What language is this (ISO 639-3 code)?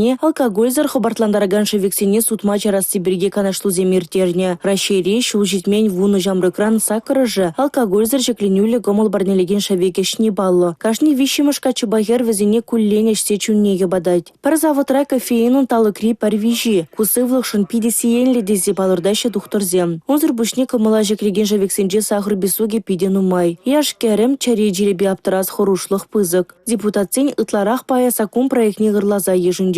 chv